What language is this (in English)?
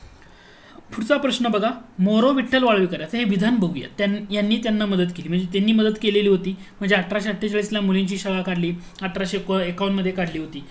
Marathi